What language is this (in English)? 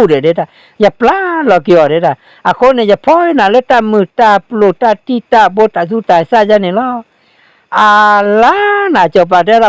S'gaw Karen